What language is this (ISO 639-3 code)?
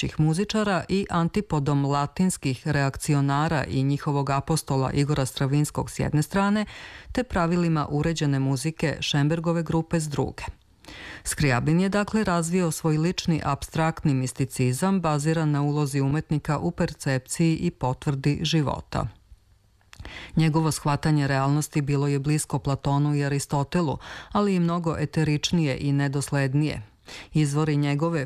srp